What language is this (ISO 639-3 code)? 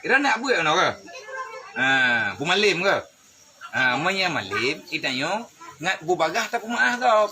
ace